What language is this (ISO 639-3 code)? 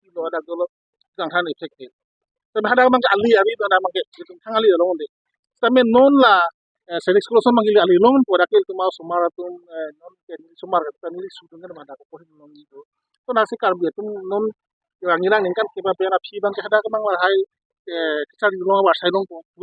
mjw